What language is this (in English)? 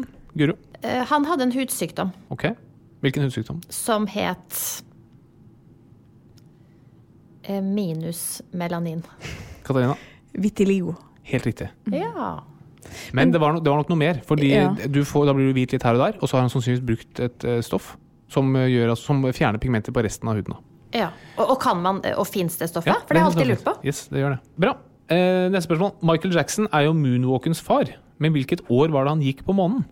Norwegian